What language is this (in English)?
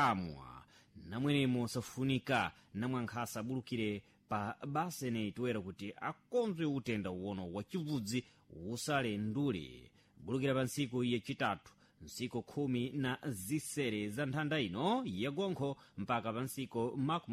Sena